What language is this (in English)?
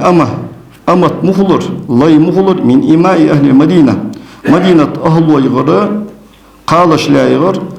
Ingush